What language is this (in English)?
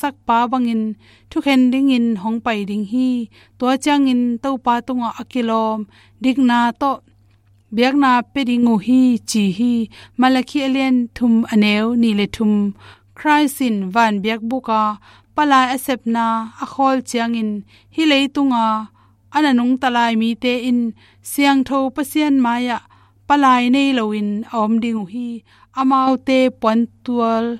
Tedim Chin